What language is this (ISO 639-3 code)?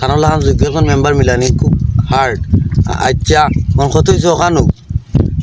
syl